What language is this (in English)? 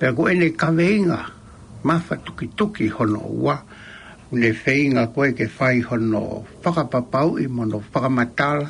Tongan